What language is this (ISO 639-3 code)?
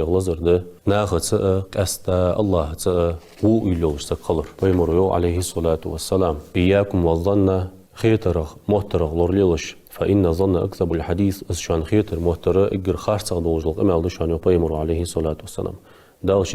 inh